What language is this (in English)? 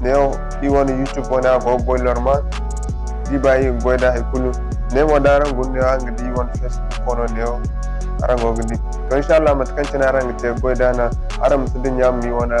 Zarma